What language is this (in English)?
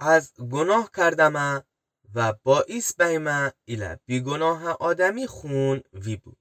Gilaki